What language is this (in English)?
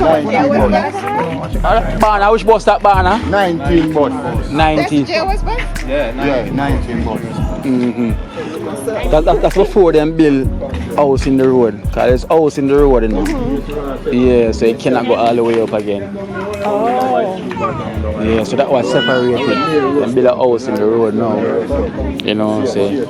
Jamaican Creole English